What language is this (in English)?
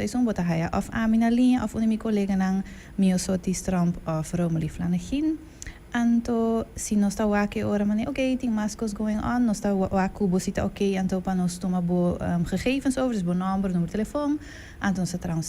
Papiamento